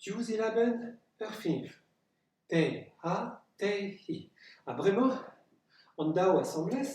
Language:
Breton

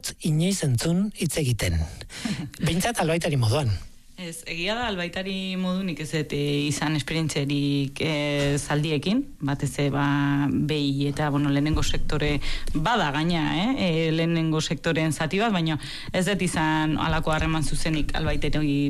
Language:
Basque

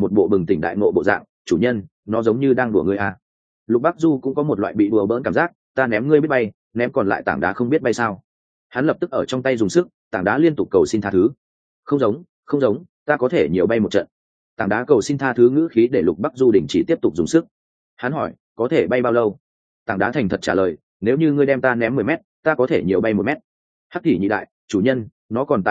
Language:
Vietnamese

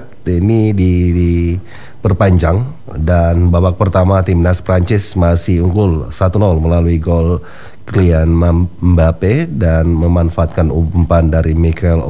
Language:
Indonesian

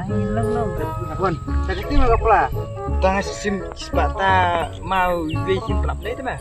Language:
Khasi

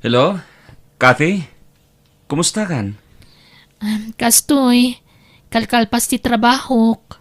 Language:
Iloko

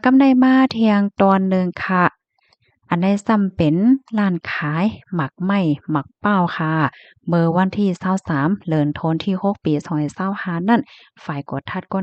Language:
Shan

